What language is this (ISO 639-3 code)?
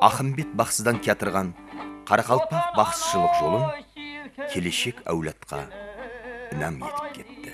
kaa